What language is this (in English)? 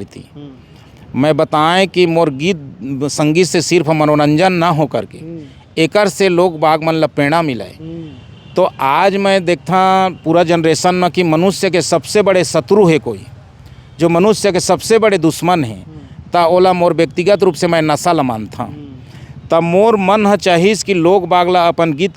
Chhattisgarhi